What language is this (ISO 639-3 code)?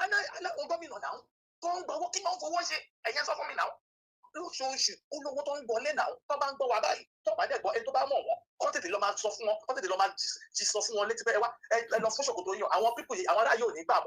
yor